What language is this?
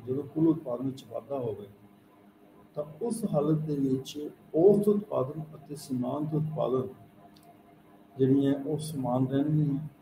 Punjabi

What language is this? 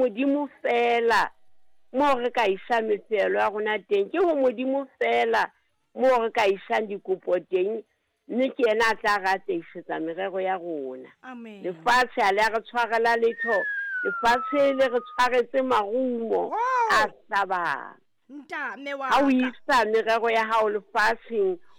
Southern Sotho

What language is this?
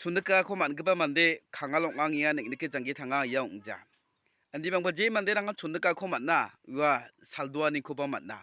Garo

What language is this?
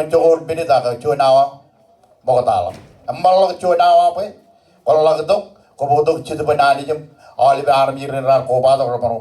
Marshallese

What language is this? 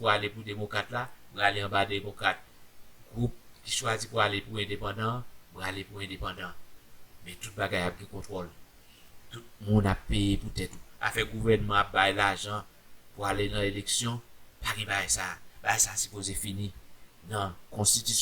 Haitian Creole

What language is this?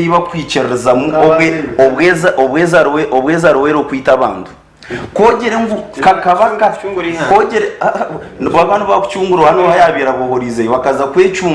Nyankole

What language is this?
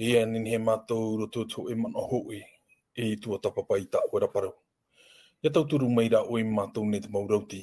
Tahitian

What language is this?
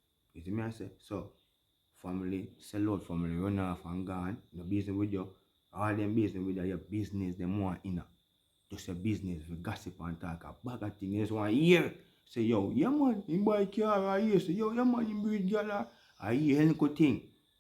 Jamaican Creole English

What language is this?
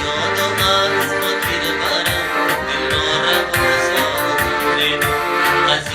Tajik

